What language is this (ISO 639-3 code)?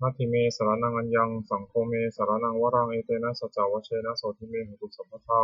pli